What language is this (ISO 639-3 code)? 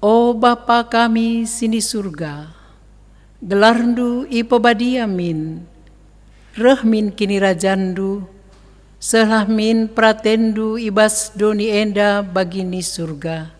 btx